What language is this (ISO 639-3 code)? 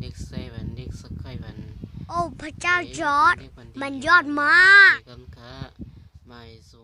shn